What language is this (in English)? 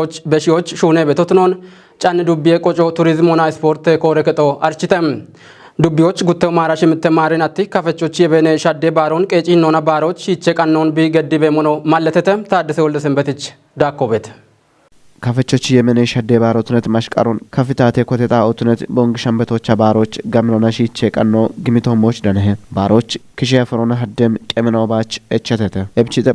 Kafa